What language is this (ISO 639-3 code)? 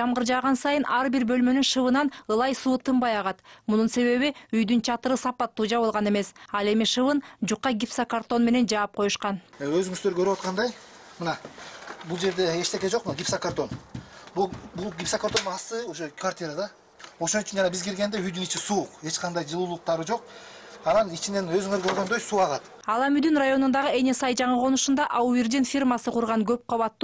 kir